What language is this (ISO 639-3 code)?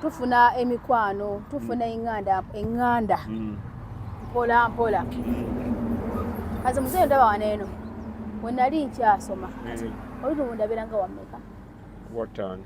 lug